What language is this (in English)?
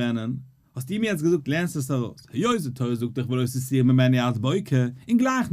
Yiddish